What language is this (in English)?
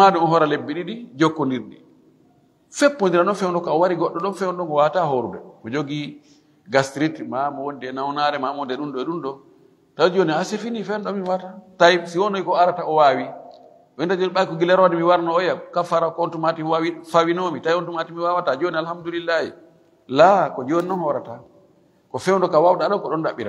Fula